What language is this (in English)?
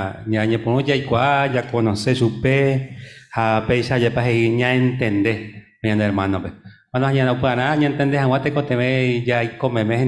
Guarani